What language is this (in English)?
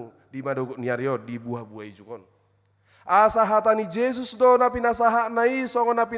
Batak Toba